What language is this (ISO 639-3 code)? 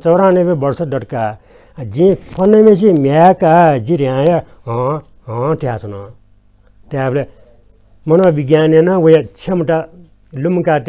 new